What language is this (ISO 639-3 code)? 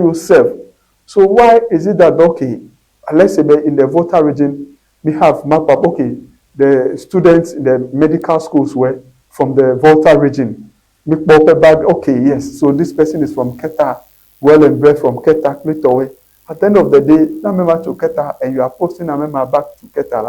ewe